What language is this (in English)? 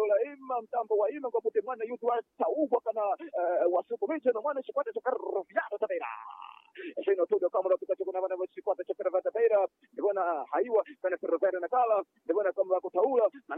Swahili